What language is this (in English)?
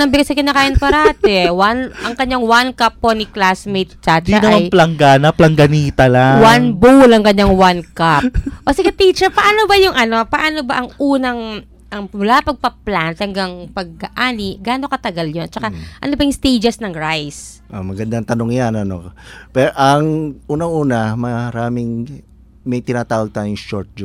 Filipino